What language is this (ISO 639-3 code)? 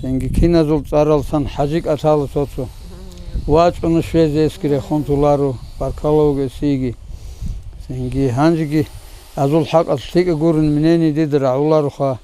ava